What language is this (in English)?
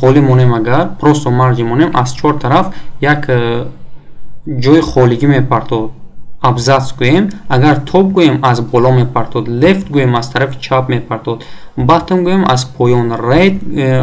Tajik